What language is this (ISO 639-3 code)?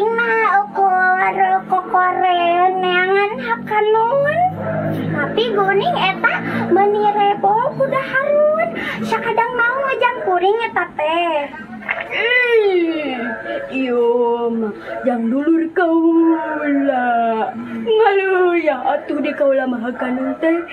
sun